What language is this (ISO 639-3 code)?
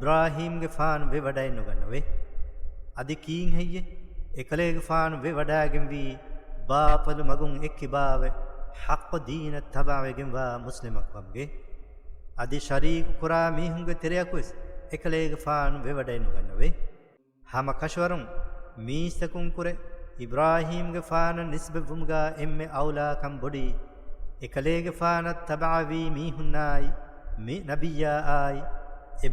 div